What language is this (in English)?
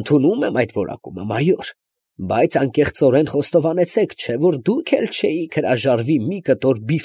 Armenian